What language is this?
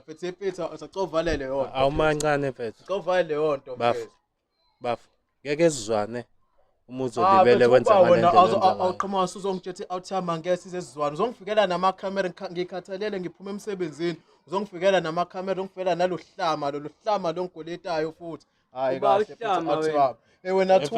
Zulu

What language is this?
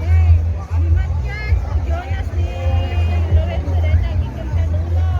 Iloko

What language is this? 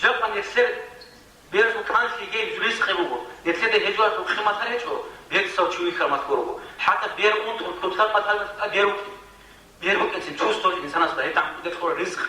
Avaric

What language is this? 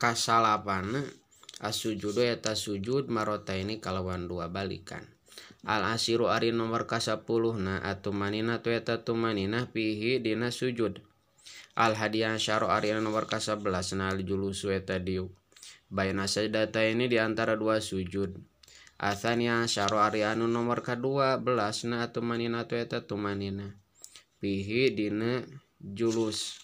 Sundanese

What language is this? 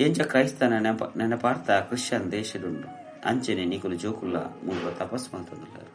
Tulu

